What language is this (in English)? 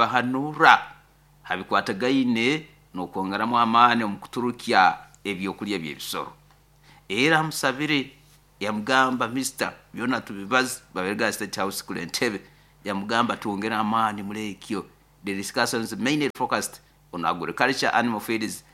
Nyoro